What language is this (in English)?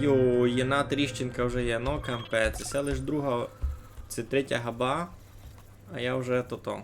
Rusyn